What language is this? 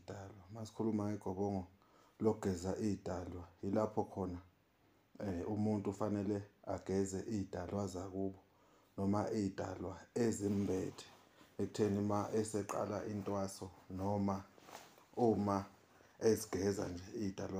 Zulu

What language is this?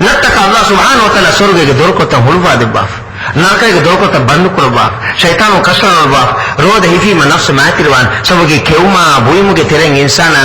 Divehi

